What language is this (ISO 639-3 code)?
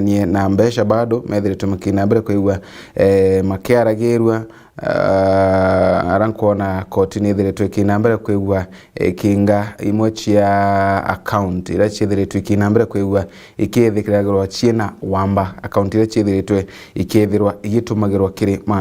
mer